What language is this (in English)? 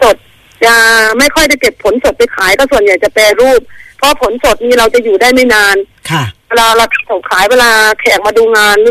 Thai